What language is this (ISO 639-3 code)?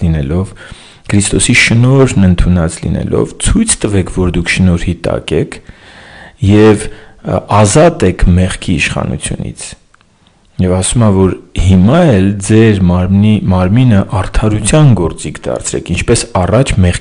hye